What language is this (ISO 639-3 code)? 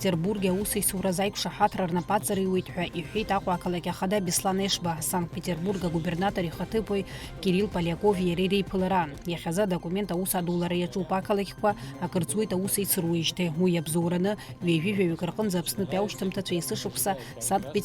abk